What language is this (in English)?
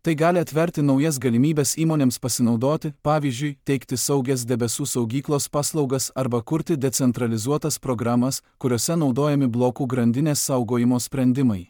Lithuanian